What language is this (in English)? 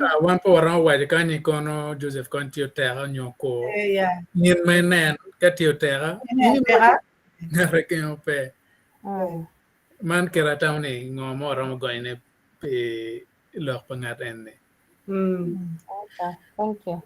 Acoli